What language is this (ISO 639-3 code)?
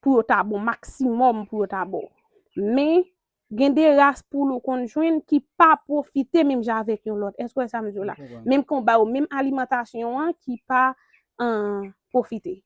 hat